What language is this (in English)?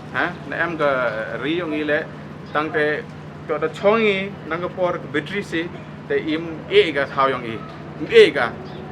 Pnar